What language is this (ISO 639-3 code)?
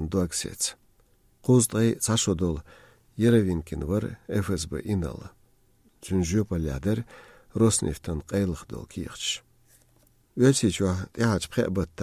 che